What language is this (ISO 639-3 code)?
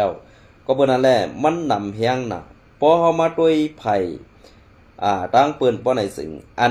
shn